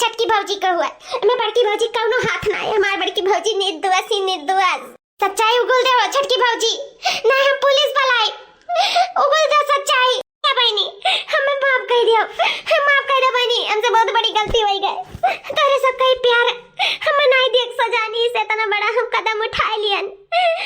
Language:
Awadhi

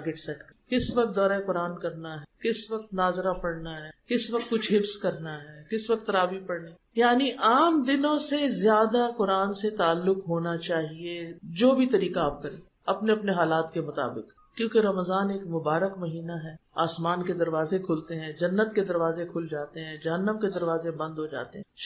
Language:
Urdu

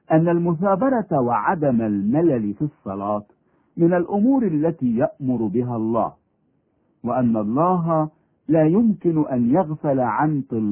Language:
Arabic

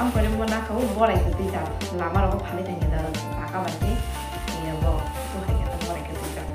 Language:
Kok Borok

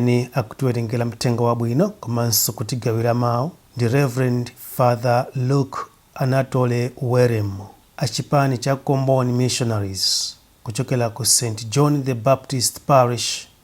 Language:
Nyanja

